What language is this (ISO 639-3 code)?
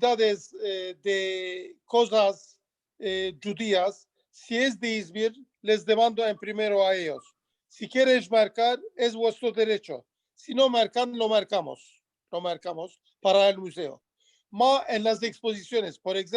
lad